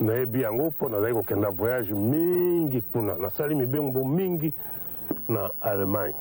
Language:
Lingala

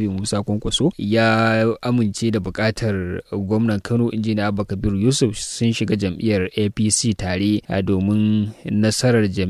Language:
Hausa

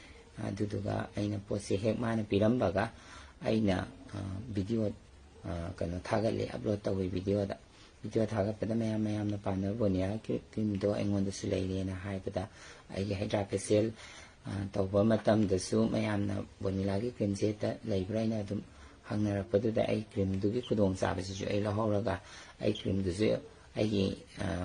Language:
Manipuri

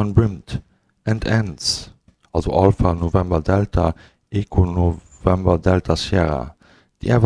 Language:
Luxembourgish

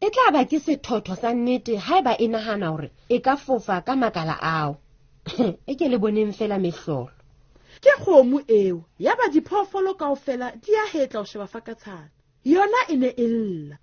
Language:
Southern Sotho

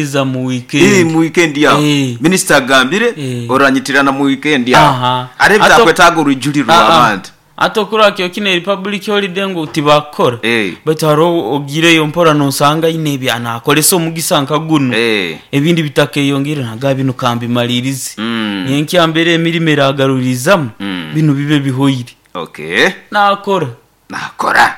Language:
Nyoro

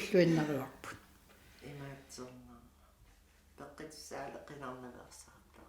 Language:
Kalaallisut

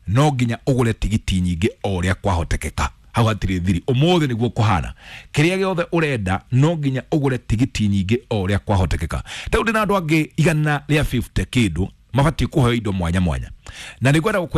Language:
Kikuyu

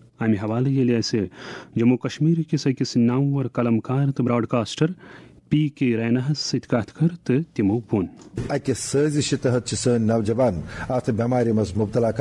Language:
Kashmiri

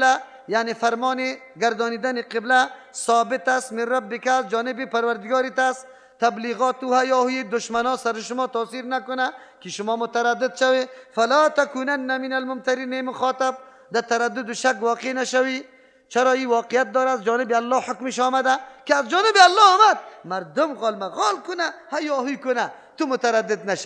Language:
Persian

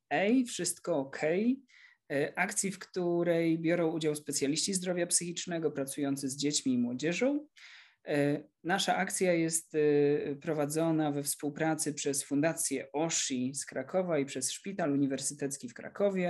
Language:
Polish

